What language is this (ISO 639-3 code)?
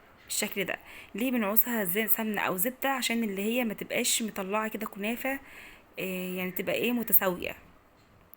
arz